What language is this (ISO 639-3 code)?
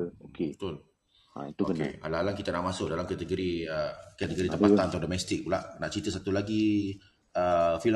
msa